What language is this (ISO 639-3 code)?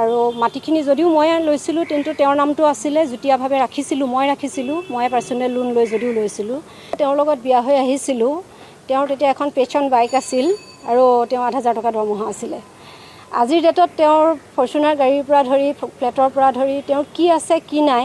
asm